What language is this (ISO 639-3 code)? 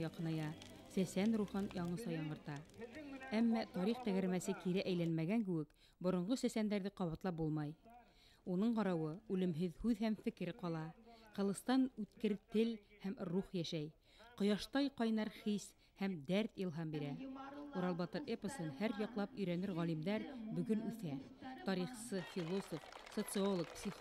bak